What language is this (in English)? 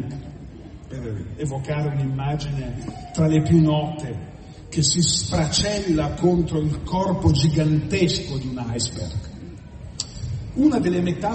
Italian